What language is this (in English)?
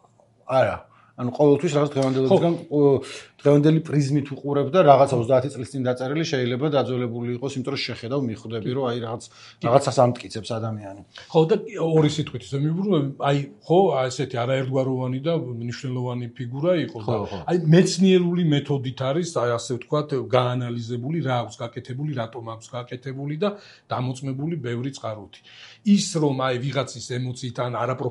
Georgian